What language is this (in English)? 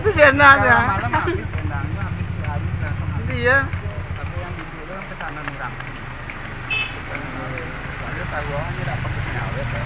Minangkabau